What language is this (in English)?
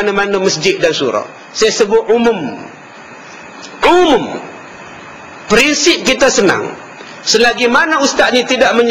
Malay